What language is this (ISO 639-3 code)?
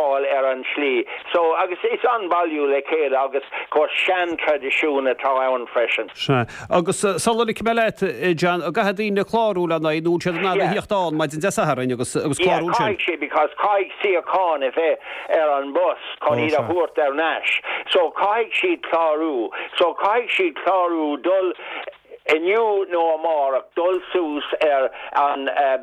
gle